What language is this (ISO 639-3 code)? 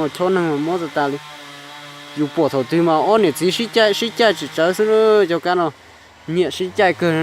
hmn